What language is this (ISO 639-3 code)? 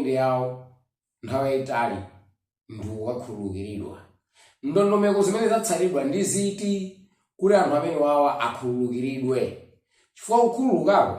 nya